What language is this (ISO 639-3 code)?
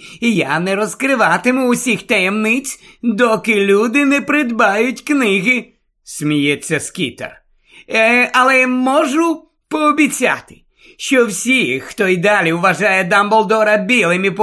ukr